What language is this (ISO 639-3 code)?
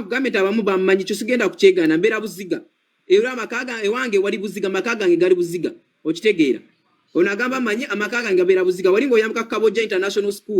lug